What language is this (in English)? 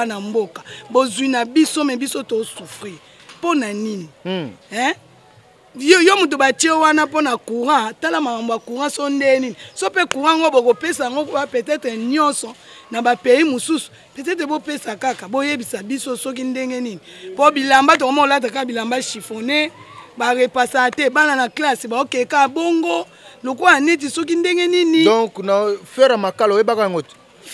Lingala